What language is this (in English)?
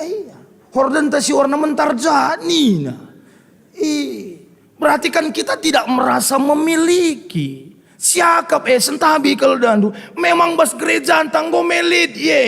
Batak Karo